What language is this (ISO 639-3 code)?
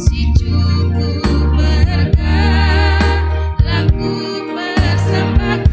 btx